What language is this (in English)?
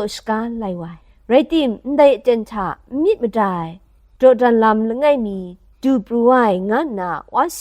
Kachin